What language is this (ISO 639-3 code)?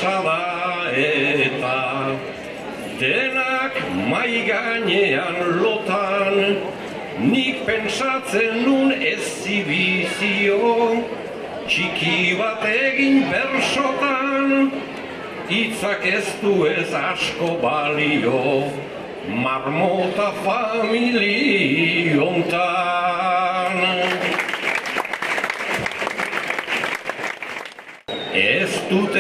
eus